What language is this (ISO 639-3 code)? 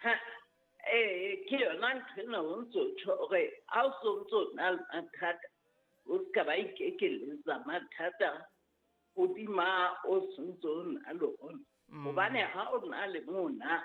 sot